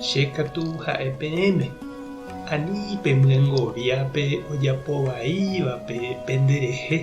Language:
Guarani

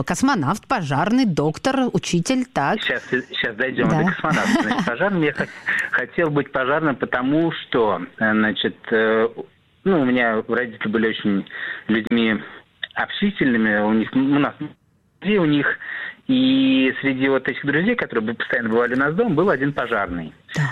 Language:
Russian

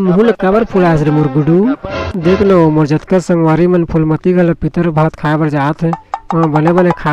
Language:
Chhattisgarhi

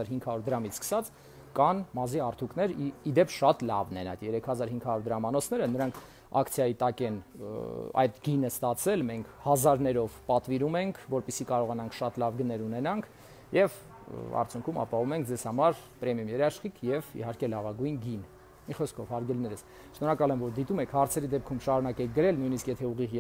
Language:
Armenian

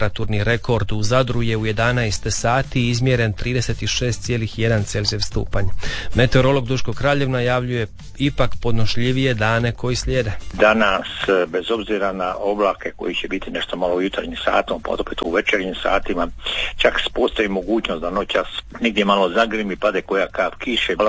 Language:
Croatian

